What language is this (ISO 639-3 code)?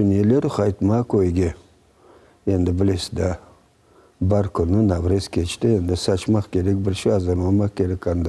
crh